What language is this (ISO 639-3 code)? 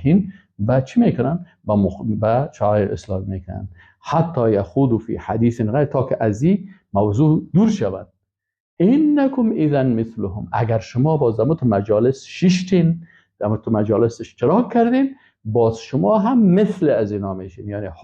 fas